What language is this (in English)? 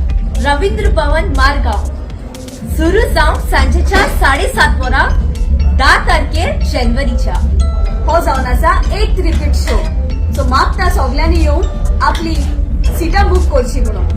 Konkani